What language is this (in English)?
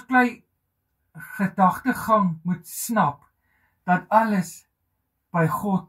Afrikaans